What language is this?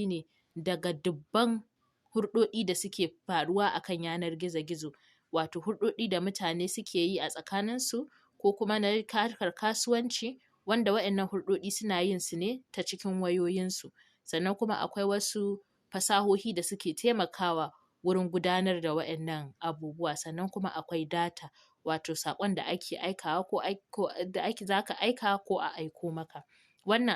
Hausa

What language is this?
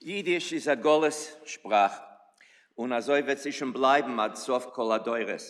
Yiddish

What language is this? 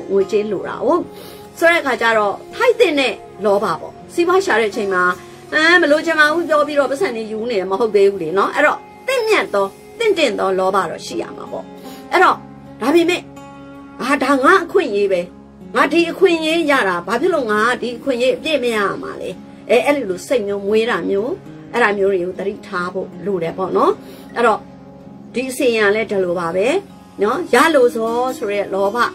Burmese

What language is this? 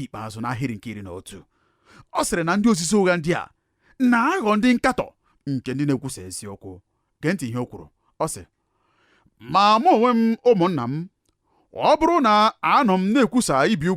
Igbo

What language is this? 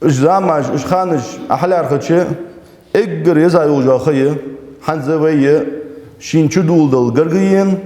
Ingush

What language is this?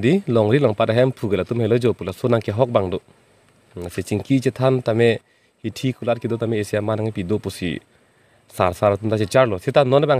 Karbi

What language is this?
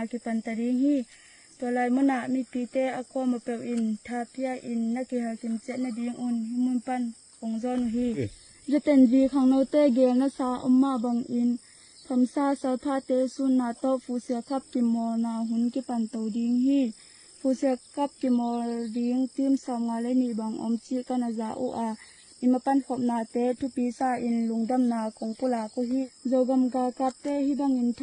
Tedim Chin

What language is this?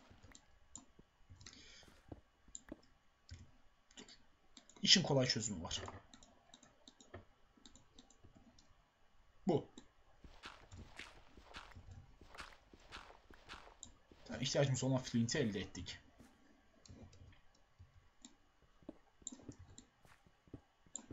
Turkish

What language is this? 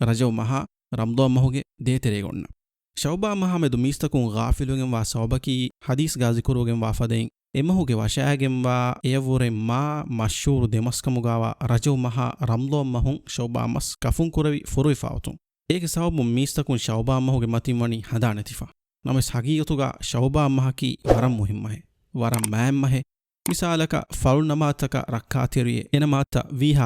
Divehi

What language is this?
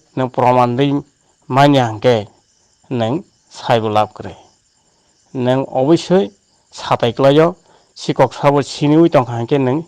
Riang (India)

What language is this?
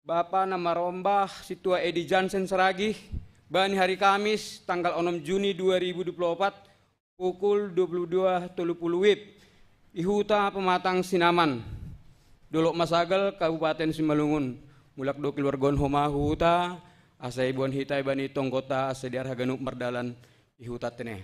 Batak Simalungun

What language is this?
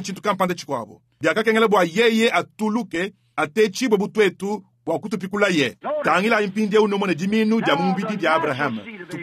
Luba-Lulua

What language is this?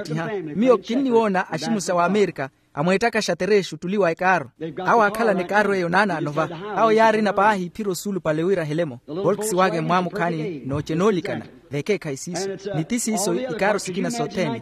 Makhuwa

